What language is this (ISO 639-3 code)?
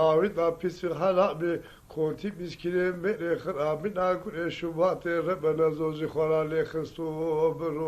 zza